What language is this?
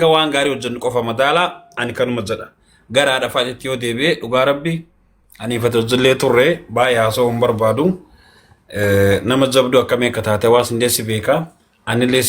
Oromo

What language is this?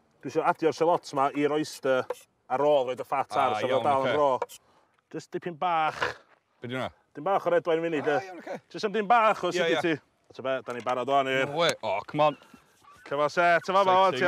Welsh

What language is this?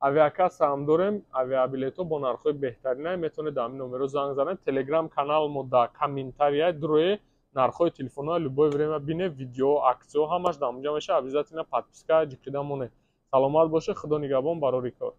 Tajik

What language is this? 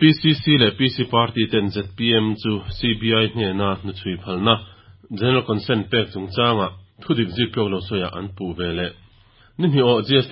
Mizo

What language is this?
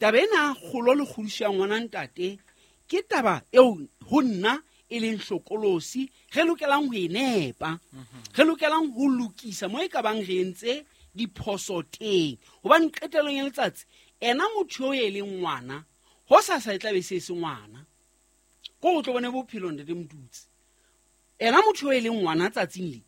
Southern Sotho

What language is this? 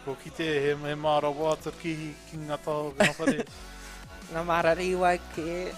Māori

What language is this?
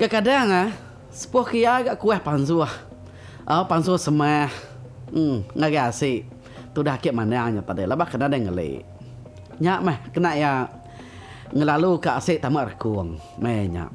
Iban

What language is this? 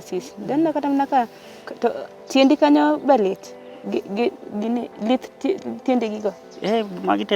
Luo (Kenya and Tanzania)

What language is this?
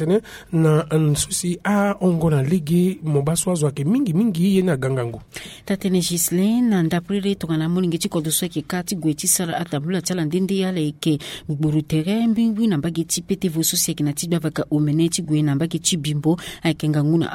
Sango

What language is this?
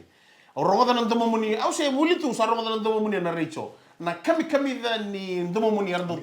Fijian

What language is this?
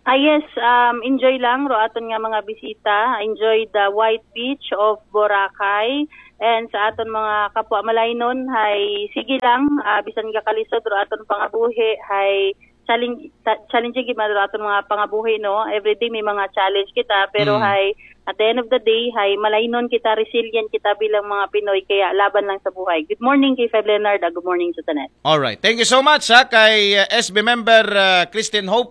Aklanon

